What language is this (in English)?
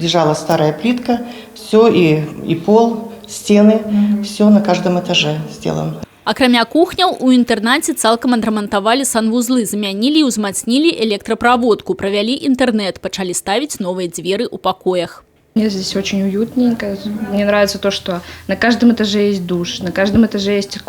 Belarusian